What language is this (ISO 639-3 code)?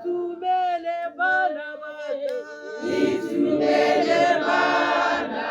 tsn